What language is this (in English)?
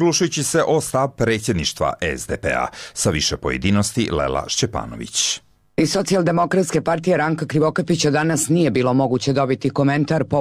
Croatian